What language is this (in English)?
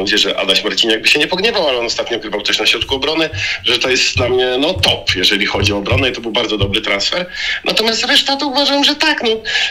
Polish